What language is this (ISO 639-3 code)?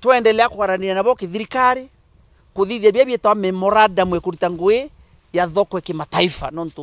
mer